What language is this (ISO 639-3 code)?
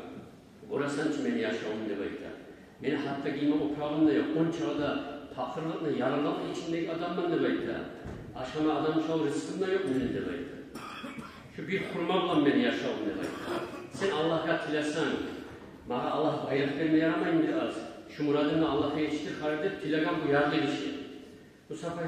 kum